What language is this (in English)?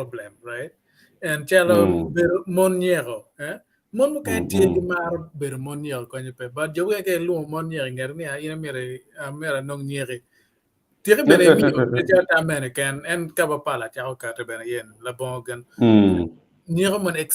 Acoli